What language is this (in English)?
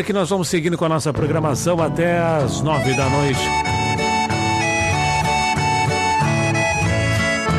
Portuguese